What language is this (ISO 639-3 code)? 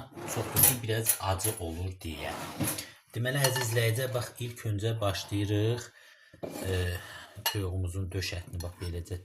aze